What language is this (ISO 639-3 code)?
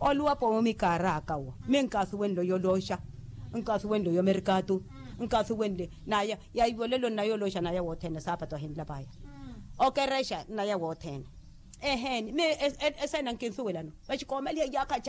vmw